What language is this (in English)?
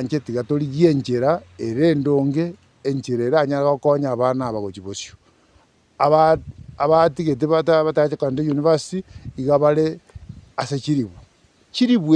Gusii